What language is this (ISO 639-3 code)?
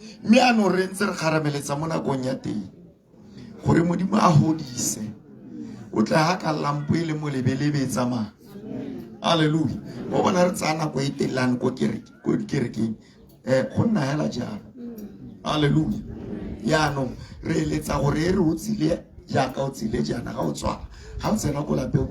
tsn